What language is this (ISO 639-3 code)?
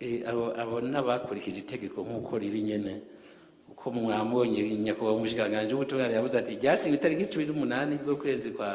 run